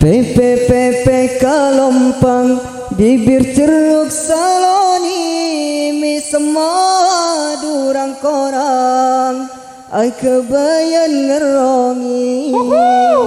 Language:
Madurese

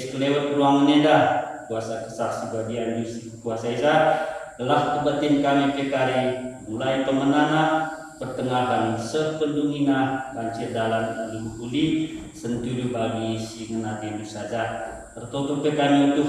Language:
Batak Karo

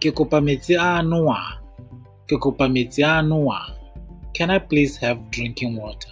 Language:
Tswana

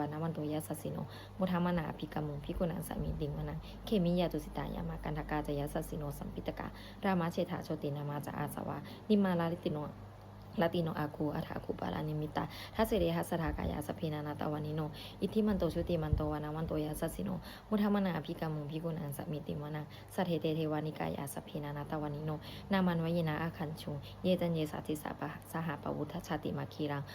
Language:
Pali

